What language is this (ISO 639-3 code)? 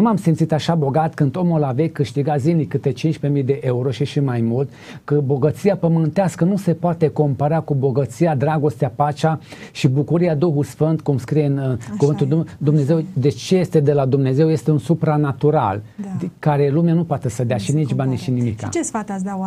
ron